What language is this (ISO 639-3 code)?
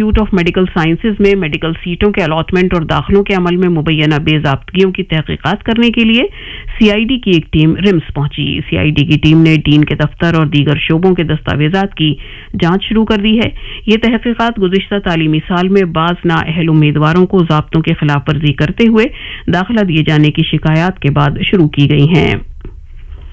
urd